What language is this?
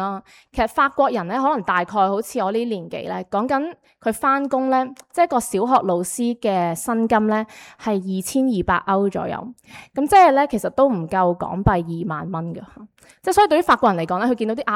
Cantonese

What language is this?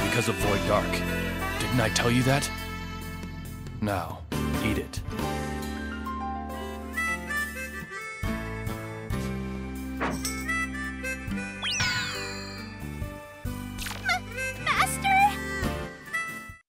English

